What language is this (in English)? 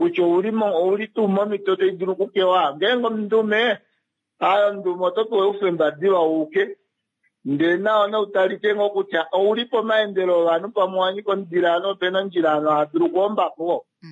Kuanyama